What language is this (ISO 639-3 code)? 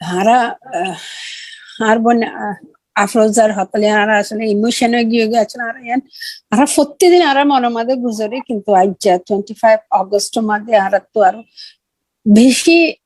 rhg